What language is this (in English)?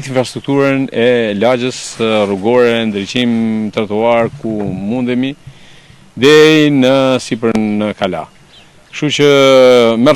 Albanian